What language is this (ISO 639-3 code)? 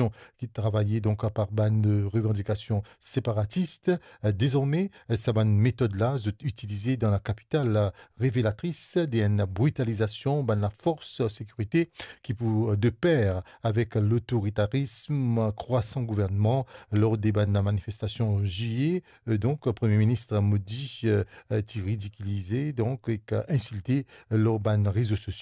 mfe